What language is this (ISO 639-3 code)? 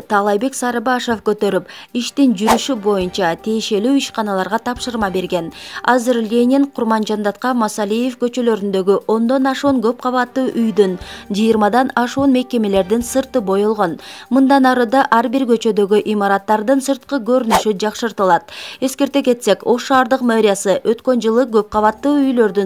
kir